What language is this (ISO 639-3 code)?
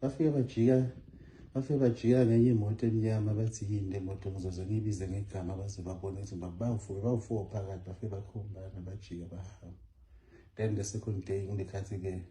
zul